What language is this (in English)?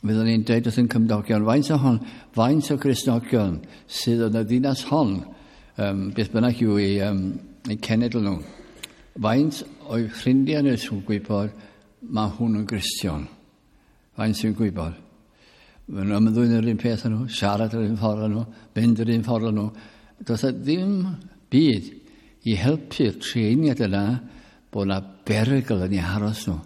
Welsh